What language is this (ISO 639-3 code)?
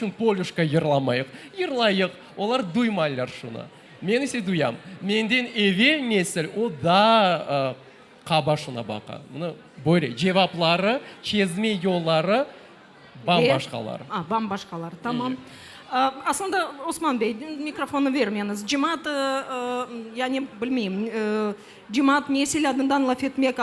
crh